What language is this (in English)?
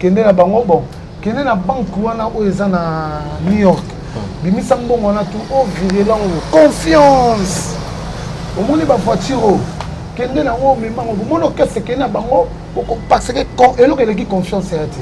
Lingala